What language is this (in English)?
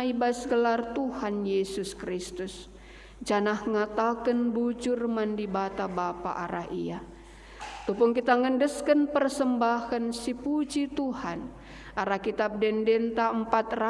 Batak Karo